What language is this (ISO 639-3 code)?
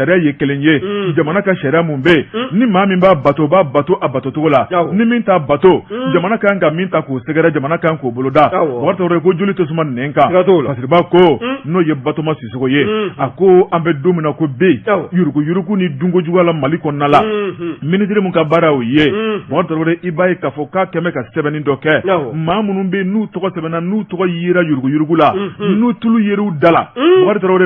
bam